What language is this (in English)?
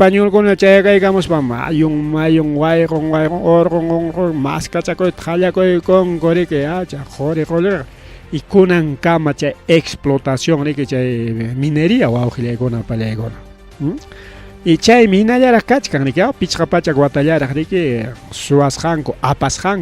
Ayacucho Quechua